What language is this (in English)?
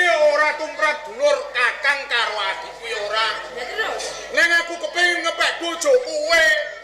Javanese